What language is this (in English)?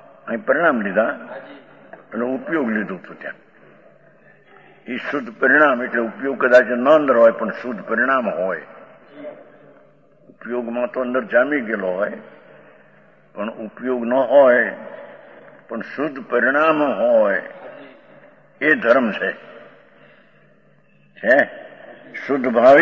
Gujarati